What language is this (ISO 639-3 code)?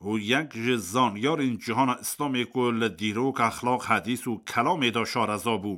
kur